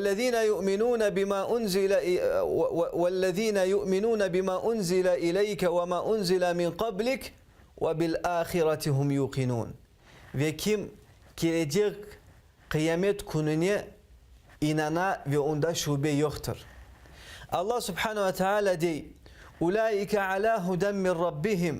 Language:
Crimean Tatar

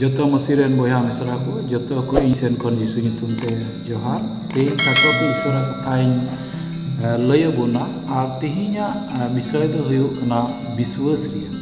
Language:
Santali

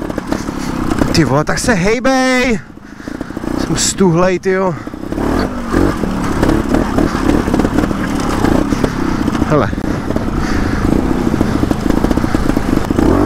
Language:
Czech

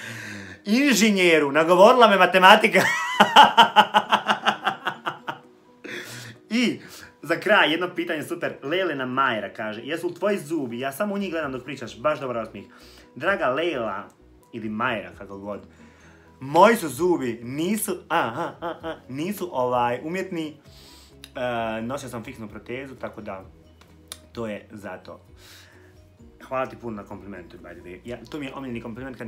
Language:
Croatian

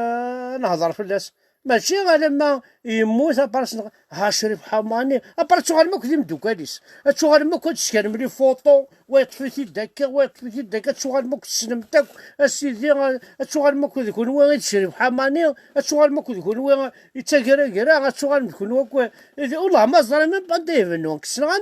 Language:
Kabyle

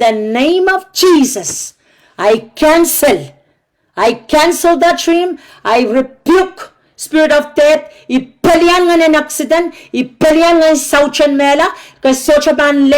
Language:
Pohnpeian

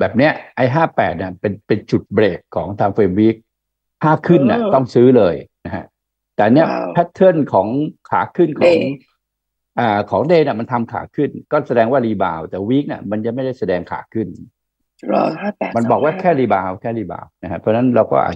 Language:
Thai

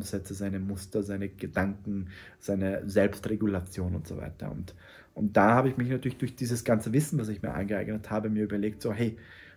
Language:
German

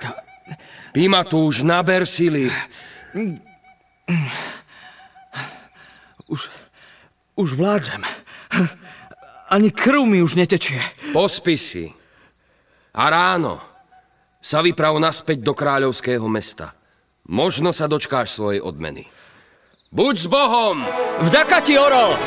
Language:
Slovak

